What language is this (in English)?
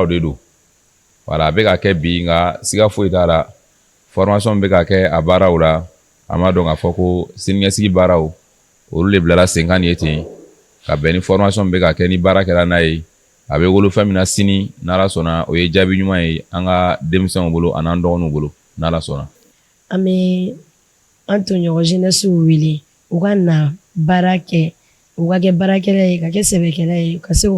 Bambara